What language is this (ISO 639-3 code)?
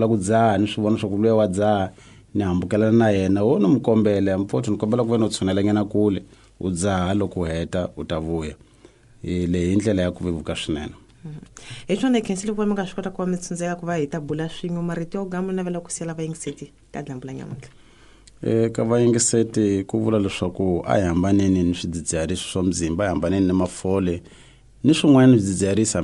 tso